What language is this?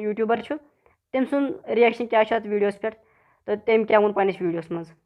Kashmiri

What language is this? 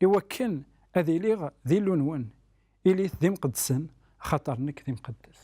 Kabyle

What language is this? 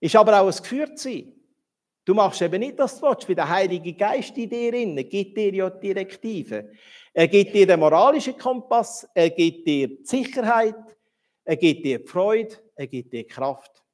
Swiss German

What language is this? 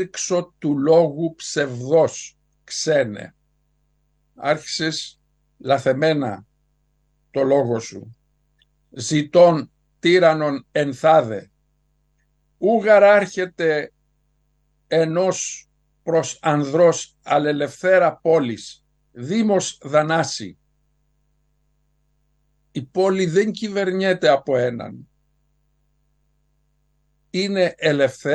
Greek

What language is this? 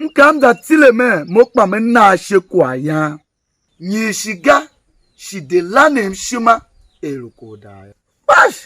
Tiv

